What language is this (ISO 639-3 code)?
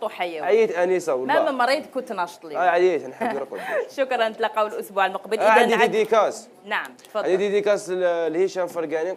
arq